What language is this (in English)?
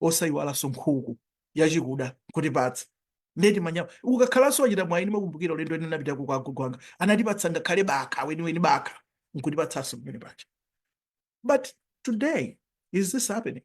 Nyanja